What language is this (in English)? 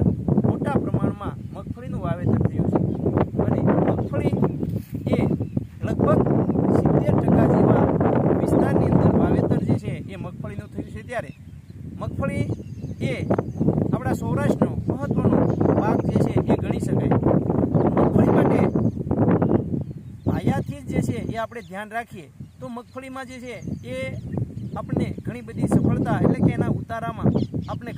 Gujarati